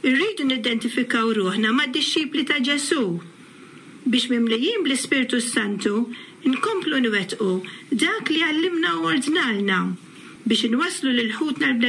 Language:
Maltese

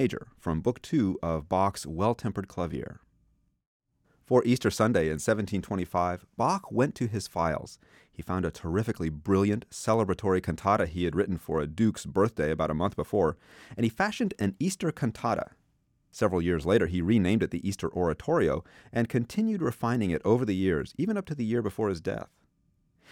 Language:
English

